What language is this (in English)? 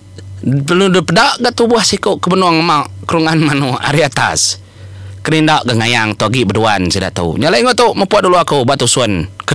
Iban